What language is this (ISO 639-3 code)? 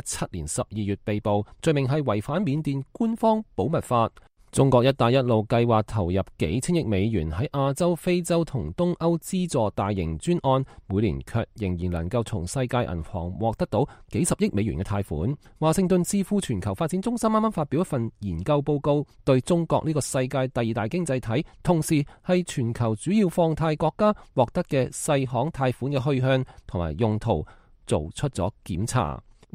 yue